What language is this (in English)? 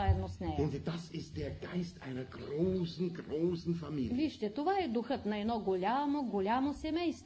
Bulgarian